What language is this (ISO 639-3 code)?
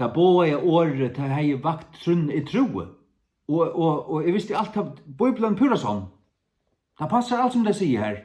fao